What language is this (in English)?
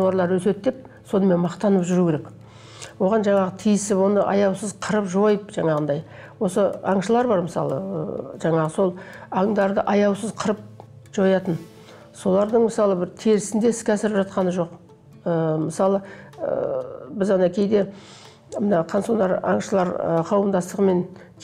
Kazakh